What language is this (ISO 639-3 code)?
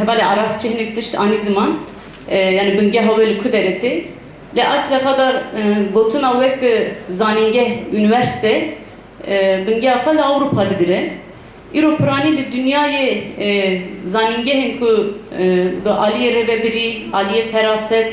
kur